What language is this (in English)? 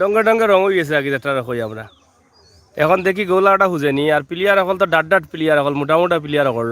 Sylheti